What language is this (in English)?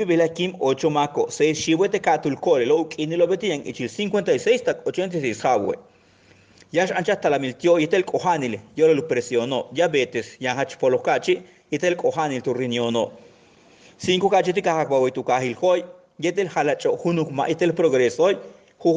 Yucateco